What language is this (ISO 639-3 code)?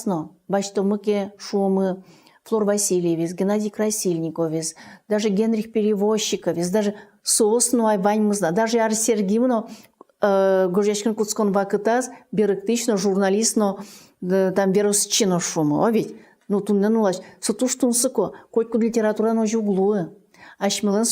udm